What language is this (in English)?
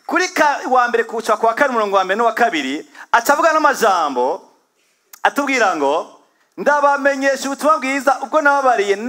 Rundi